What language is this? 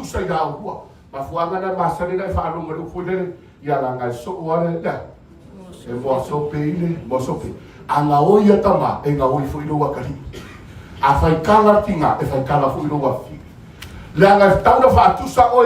Samoan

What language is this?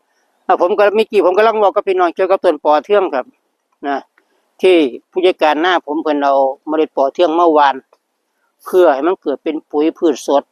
Northeastern Thai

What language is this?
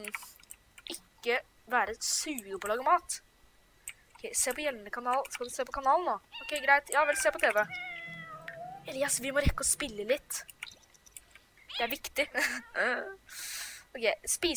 Norwegian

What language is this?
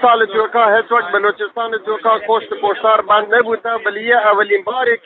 Eastern Balochi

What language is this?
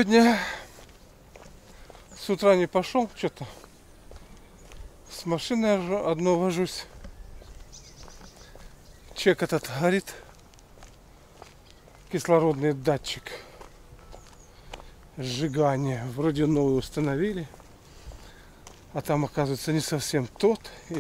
Russian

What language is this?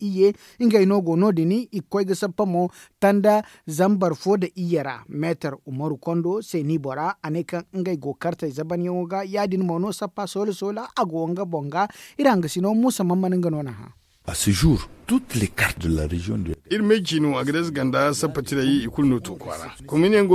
Zarma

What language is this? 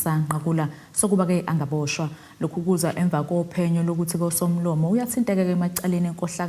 Zulu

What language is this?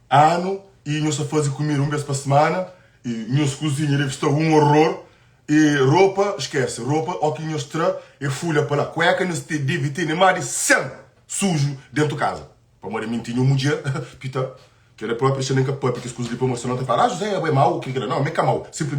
Kabuverdianu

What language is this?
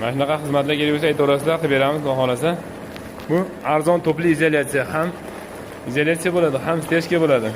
Uzbek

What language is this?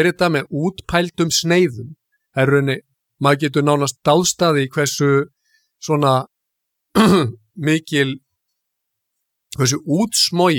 Icelandic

